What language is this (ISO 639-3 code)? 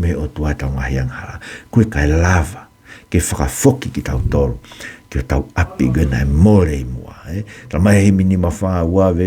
ton